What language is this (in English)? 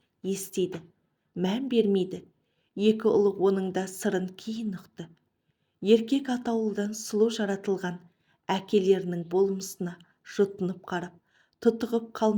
Kazakh